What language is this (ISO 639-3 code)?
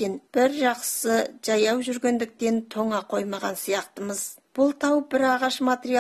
kaz